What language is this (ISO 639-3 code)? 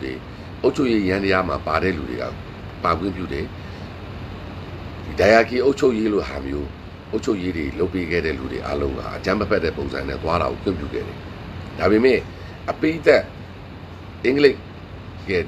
mya